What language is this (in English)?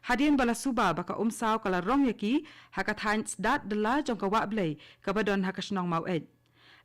Khasi